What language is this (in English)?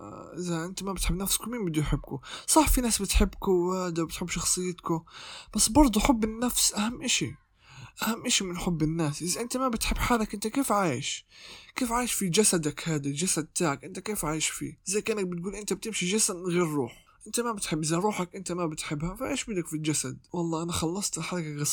North Levantine Arabic